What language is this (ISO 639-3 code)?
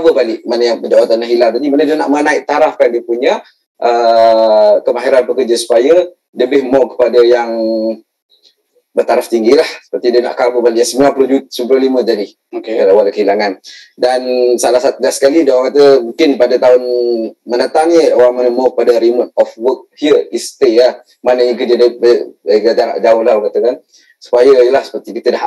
msa